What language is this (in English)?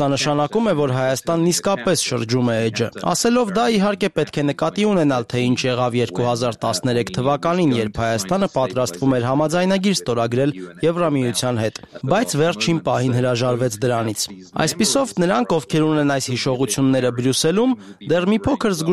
Armenian